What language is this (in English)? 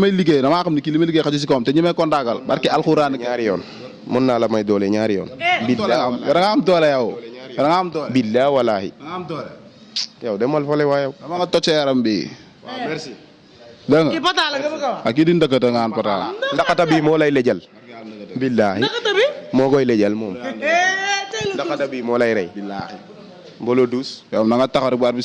Wolof